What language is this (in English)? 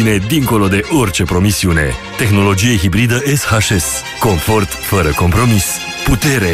Romanian